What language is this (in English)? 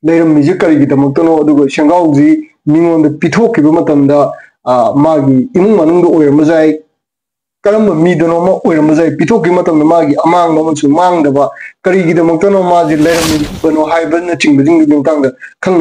Manipuri